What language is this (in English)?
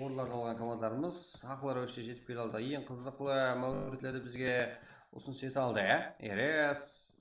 Kara-Kalpak